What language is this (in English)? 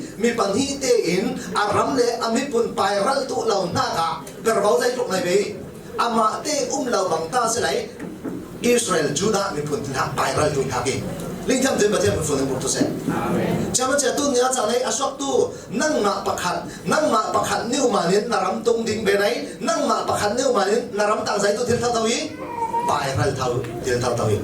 Falam Chin